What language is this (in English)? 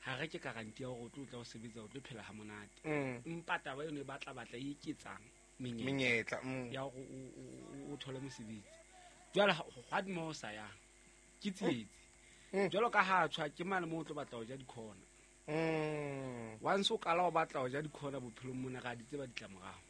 Southern Sotho